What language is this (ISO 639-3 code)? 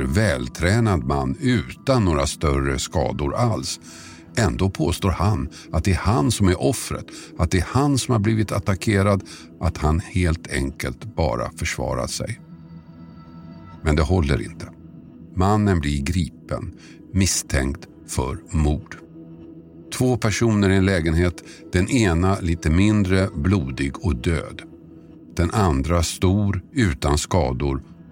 swe